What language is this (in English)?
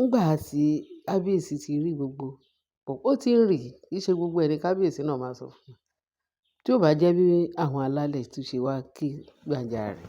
Yoruba